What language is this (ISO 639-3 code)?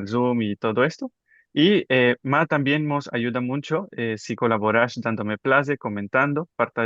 lad